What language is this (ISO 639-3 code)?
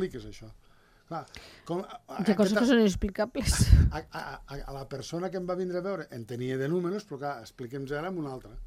cat